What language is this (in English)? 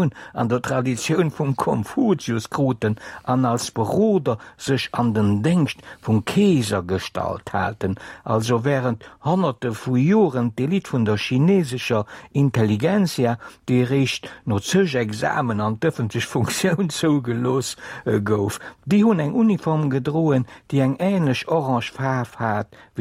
Luxembourgish